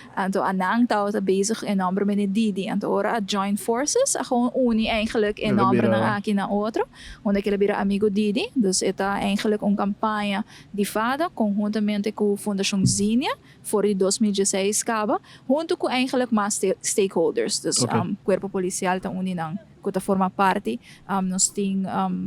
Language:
Papiamento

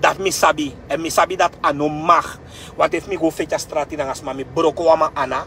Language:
Sranan Tongo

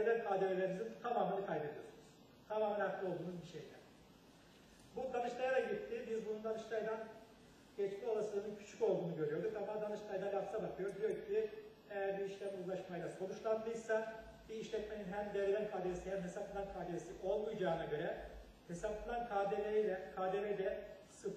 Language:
Turkish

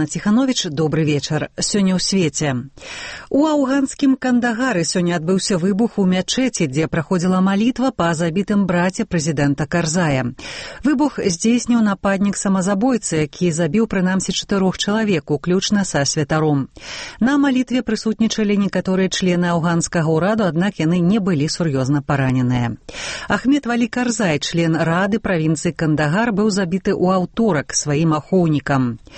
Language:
Belarusian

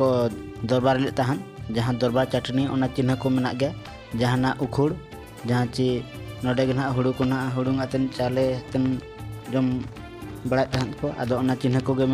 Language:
Santali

